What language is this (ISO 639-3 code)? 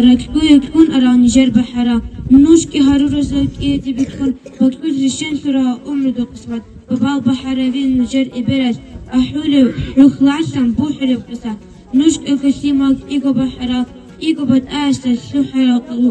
ava